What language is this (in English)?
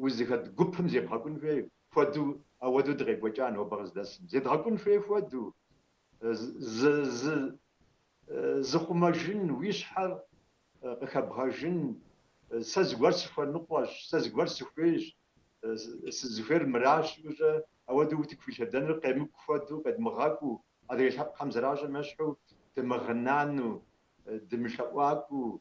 Kabardian